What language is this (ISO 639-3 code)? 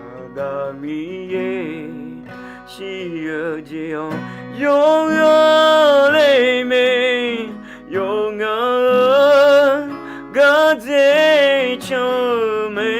ahk